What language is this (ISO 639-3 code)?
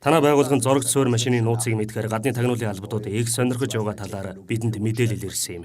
mon